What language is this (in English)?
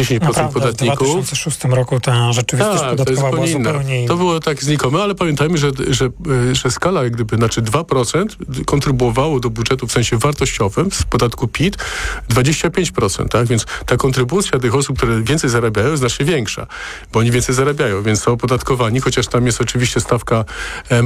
Polish